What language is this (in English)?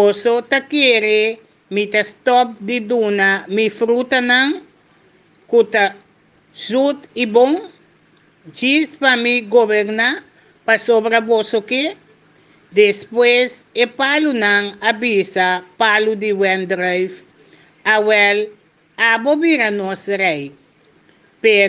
Papiamento